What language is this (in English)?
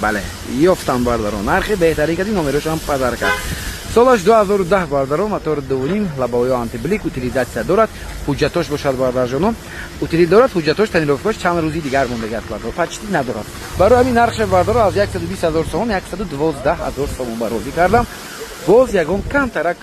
Tajik